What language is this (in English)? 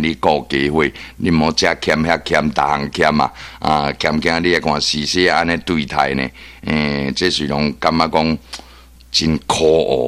Min Nan Chinese